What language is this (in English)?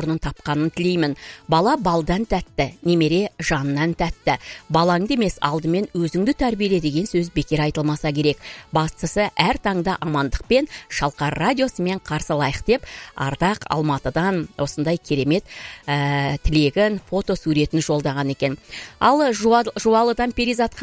Kazakh